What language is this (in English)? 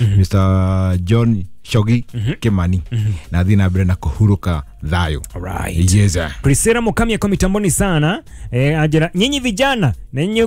Kikuyu